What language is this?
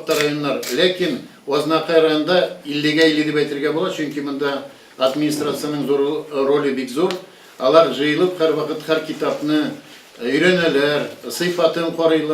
Tatar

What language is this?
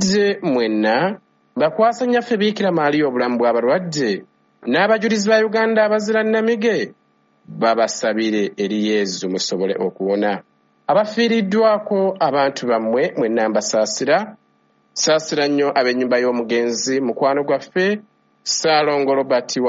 Ganda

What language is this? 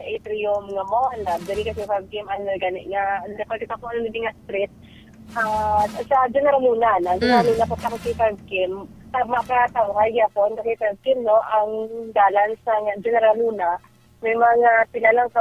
Hiligaynon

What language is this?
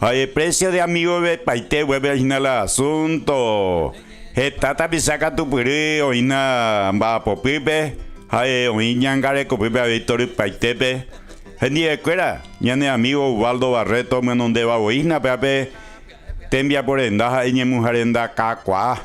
Guarani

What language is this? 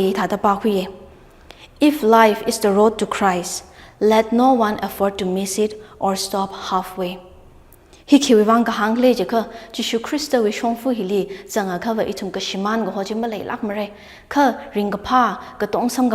Tangkhul Naga (India)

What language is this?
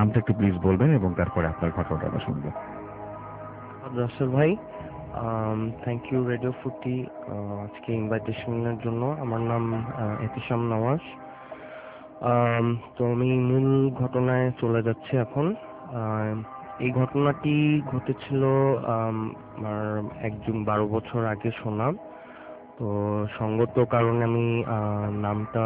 Bangla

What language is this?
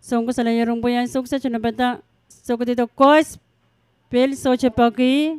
Pohnpeian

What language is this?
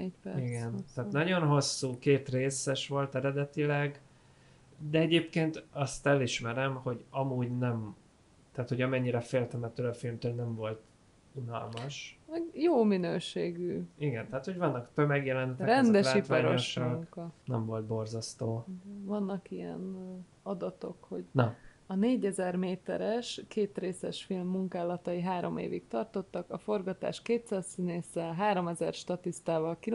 Hungarian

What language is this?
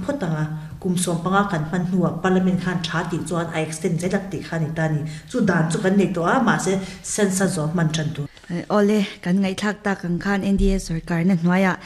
Mizo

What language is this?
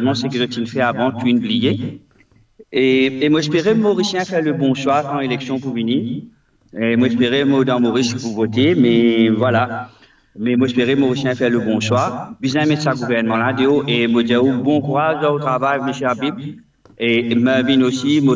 Morisyen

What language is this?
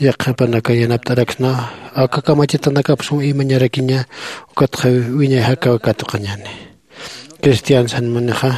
Aymara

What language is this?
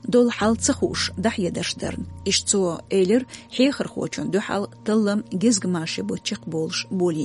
Chechen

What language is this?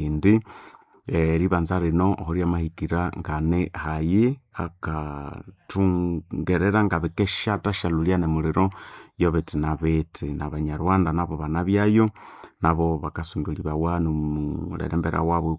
Nande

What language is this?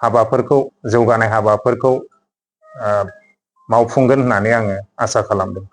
Bodo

